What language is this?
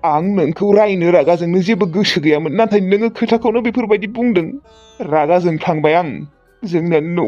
Bodo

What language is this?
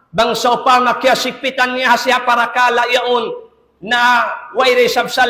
Tausug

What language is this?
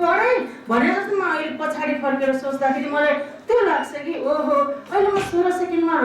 Nepali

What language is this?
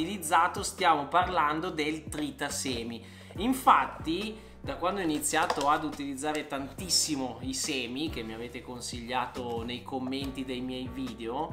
Italian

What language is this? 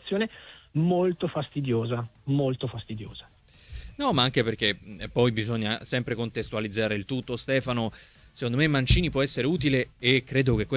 Italian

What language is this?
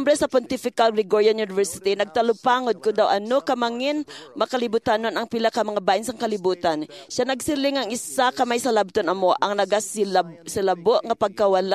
Hiligaynon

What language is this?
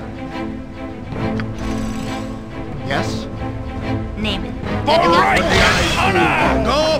English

